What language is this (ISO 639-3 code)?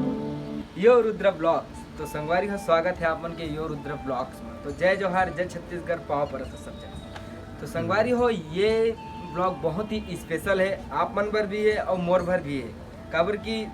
hne